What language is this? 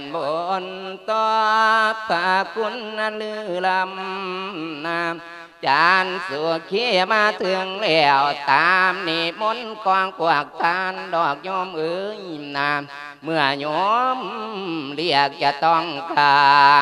Lao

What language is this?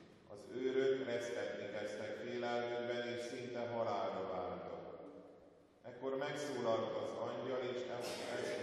Hungarian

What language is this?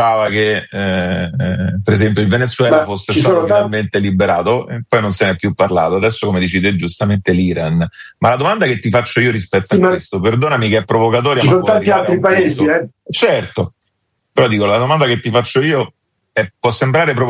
Italian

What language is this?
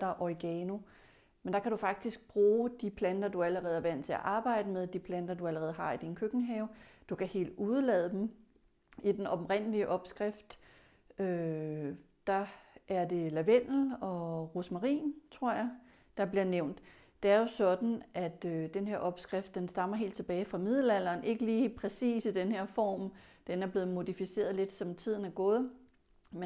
Danish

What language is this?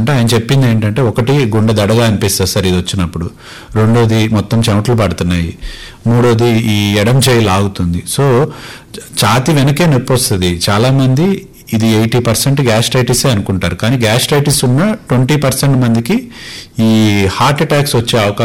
Telugu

